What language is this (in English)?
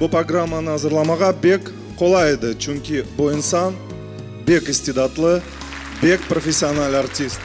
Crimean Tatar